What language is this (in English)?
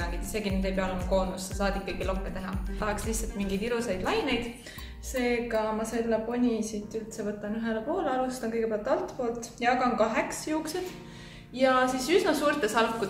Estonian